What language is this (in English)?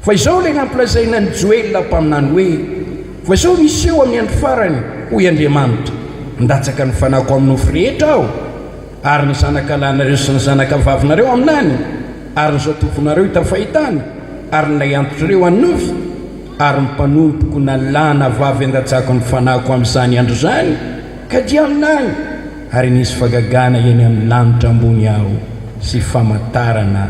Malagasy